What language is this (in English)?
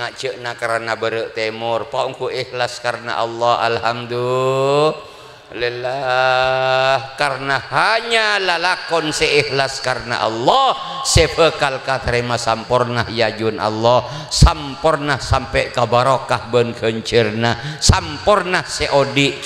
Madurese